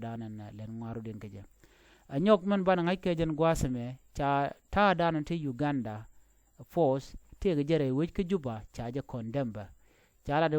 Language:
Nuer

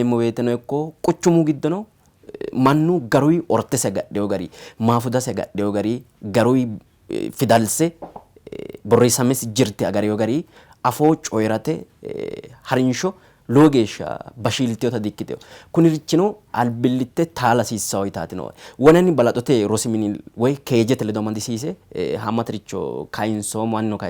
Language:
Sidamo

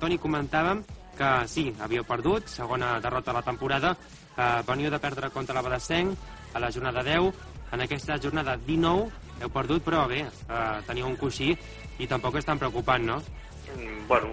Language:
Catalan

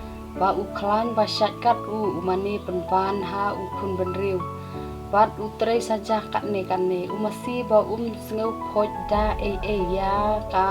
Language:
Khasi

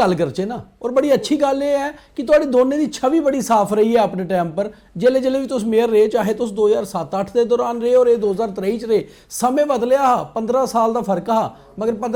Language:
Dogri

